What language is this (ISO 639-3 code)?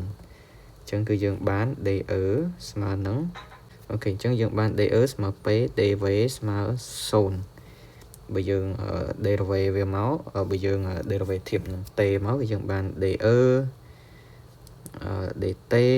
khm